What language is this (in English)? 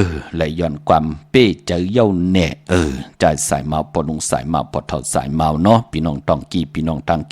Shan